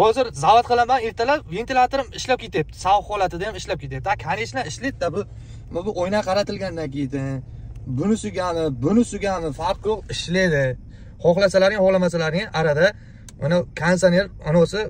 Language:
Uzbek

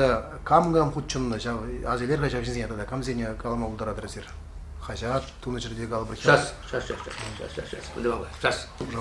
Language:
Chuvash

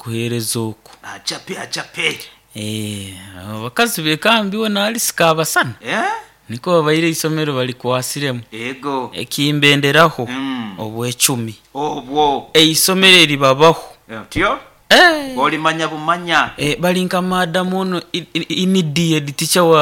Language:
Nyoro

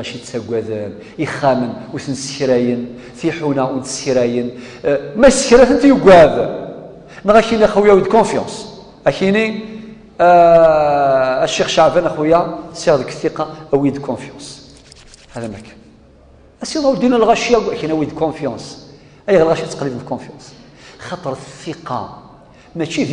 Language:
Kabyle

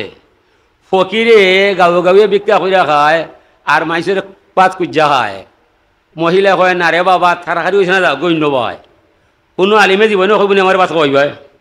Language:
Sylheti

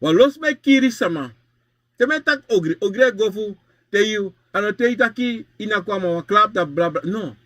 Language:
Sranan Tongo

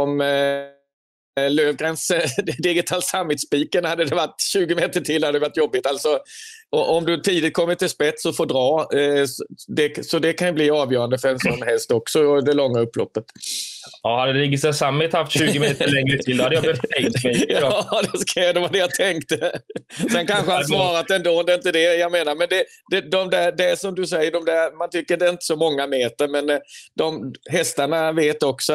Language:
Swedish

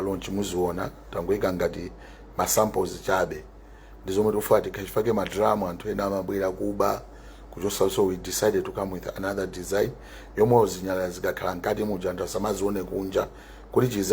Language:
Nyanja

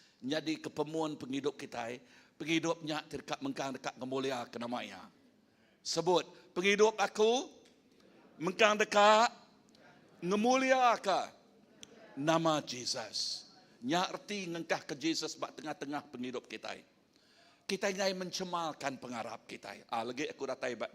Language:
Iban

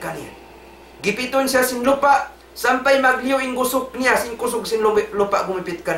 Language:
Tausug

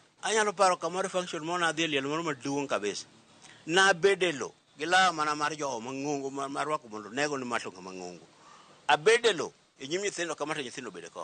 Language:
Luo (Kenya and Tanzania)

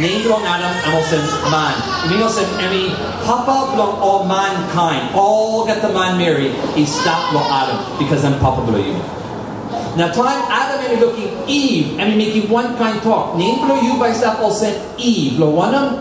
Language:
Tok Pisin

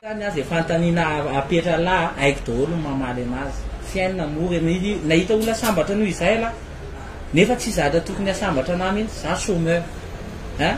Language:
Malagasy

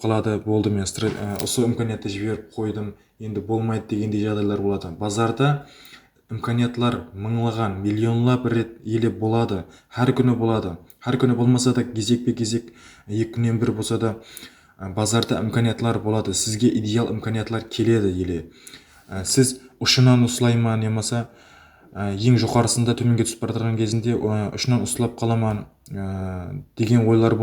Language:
Kara-Kalpak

